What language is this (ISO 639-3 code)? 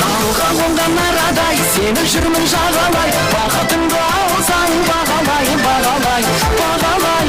kaa